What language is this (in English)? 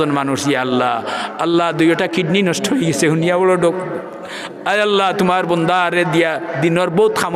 Sylheti